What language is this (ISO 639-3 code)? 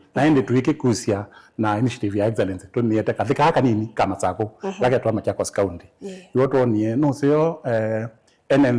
kam